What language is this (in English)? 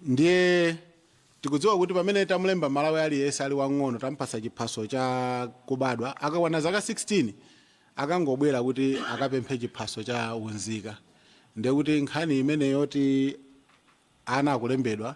Nyanja